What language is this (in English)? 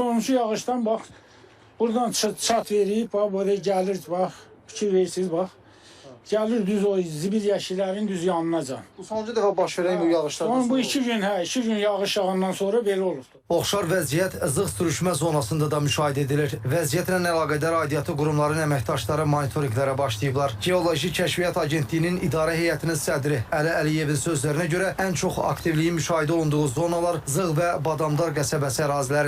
Azerbaijani